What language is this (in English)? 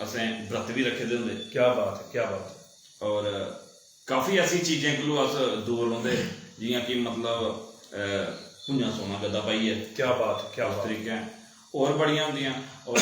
Dogri